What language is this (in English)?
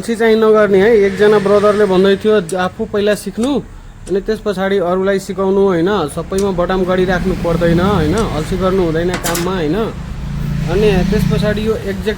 Nepali